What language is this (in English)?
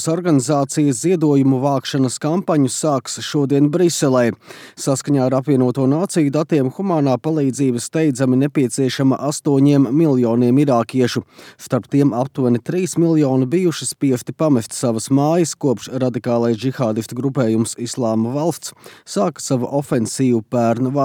Latvian